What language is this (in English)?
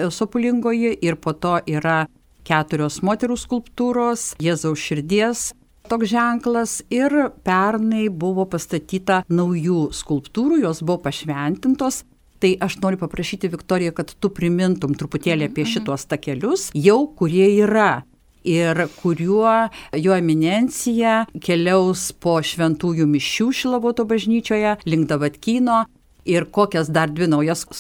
Lithuanian